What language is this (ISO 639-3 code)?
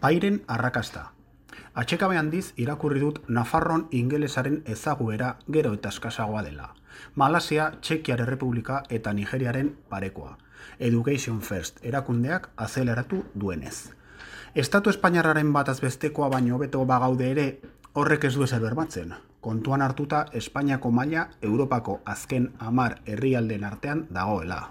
eus